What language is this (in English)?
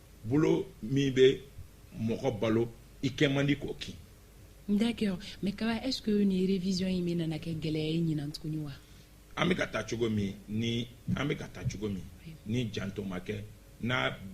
Bambara